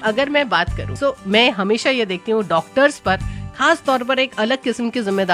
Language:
Hindi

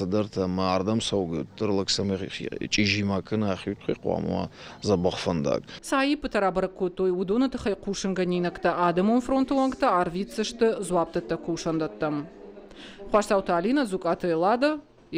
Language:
Ossetic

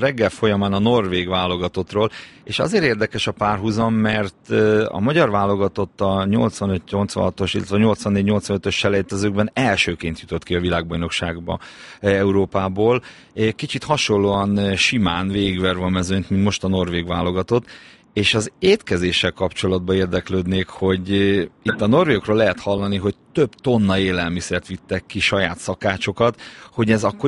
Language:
Hungarian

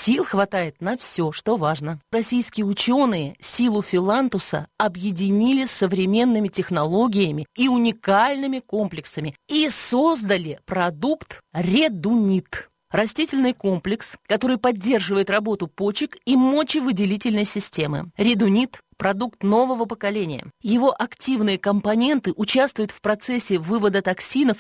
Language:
Russian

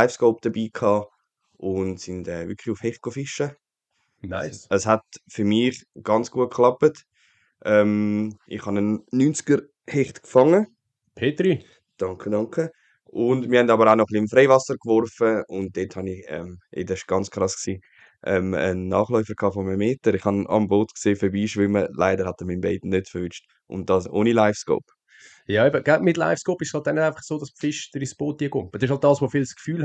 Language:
Swiss German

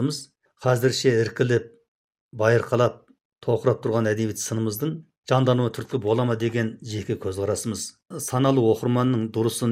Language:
Kazakh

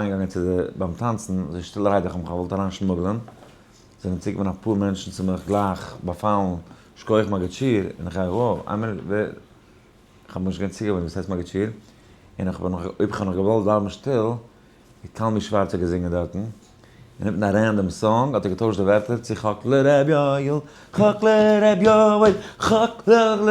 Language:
Yiddish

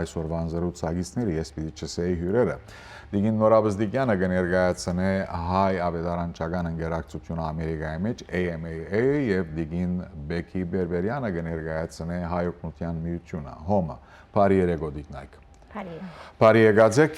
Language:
Western Armenian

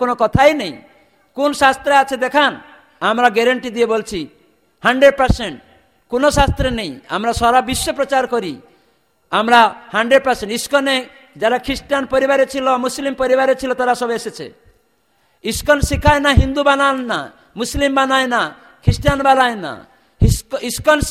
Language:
Bangla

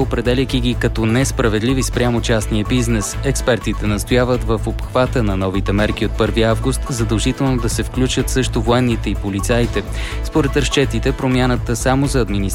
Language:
Bulgarian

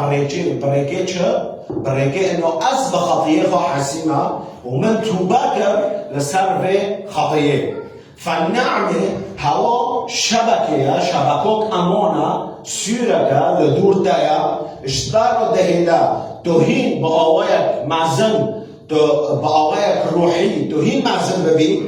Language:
Kurdish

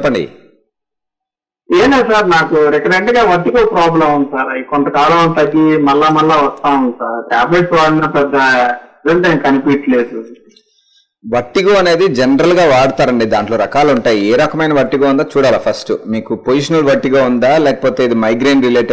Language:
Telugu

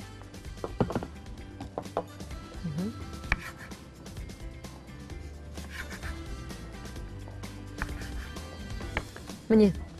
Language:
Kazakh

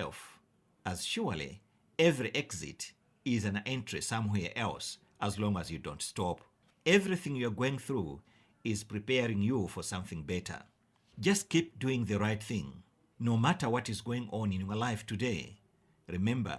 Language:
English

